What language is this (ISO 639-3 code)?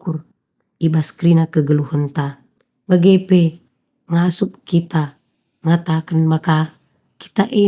btx